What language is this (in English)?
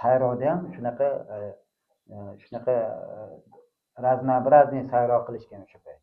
Uzbek